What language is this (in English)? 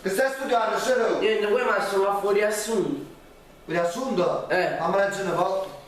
Neapolitan